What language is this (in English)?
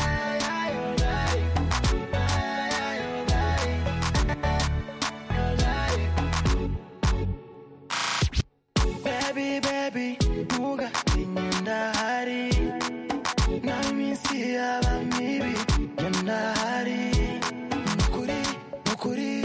Kinyarwanda